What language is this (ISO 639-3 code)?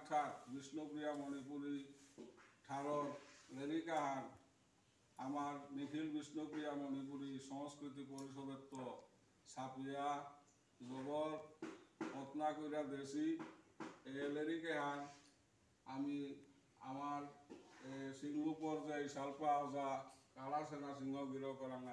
bpy